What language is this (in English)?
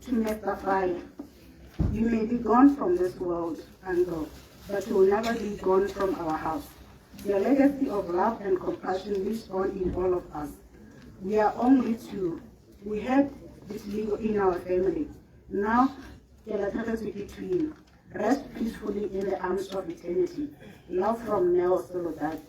Tswana